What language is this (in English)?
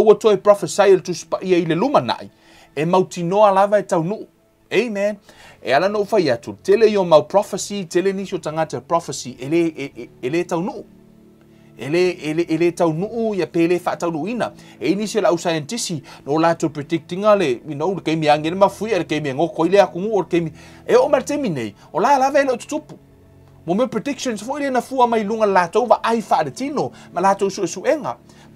Samoan